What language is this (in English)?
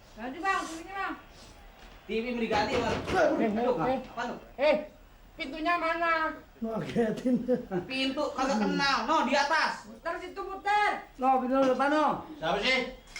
Betawi